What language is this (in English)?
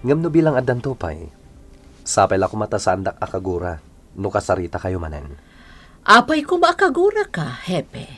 Iloko